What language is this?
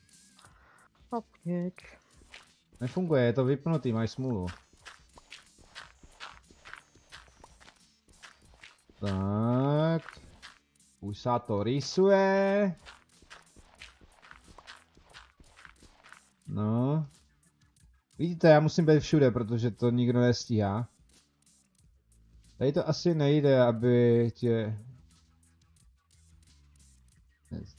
Czech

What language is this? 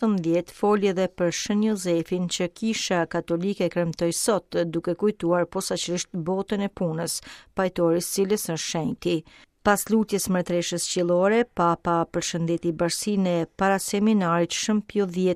Albanian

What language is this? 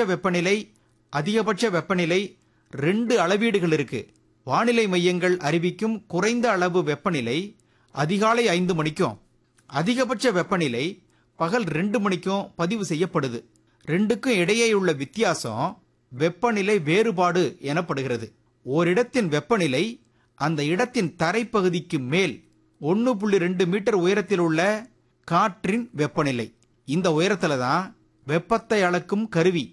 Tamil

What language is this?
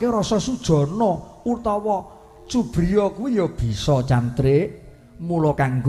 Javanese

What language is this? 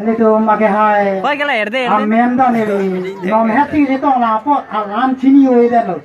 Karbi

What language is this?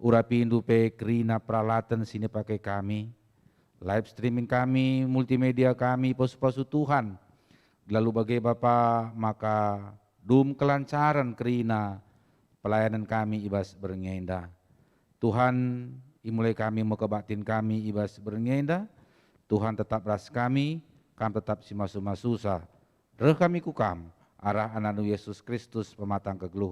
Batak Karo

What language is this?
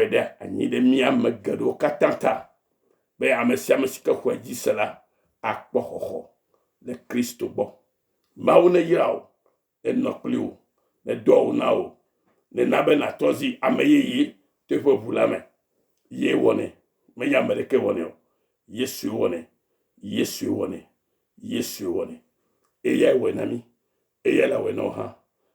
Ewe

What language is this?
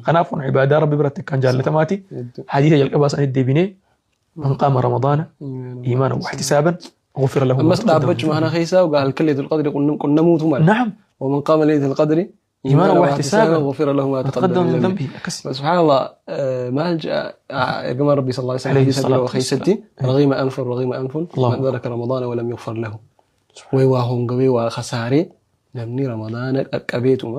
Oromo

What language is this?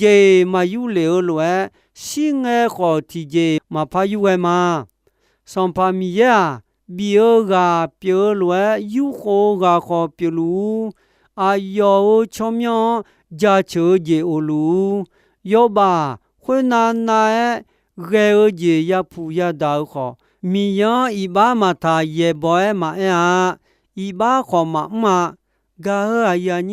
Akha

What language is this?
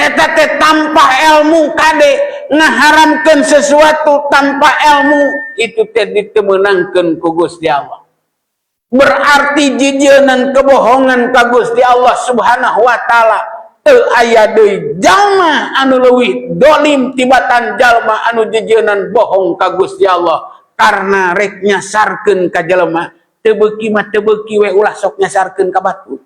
Sundanese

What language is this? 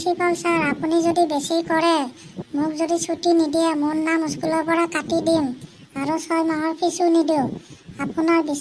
Assamese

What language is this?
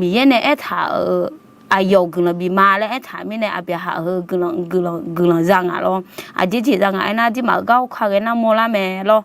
Akha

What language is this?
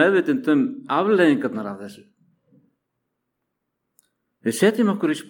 Icelandic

